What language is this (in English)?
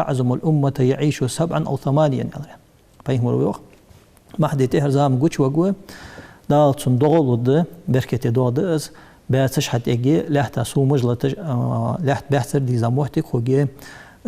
Ingush